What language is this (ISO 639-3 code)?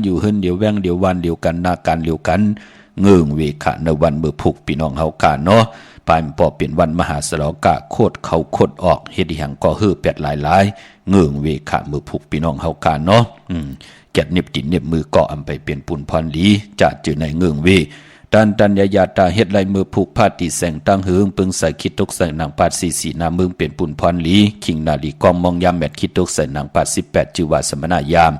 shn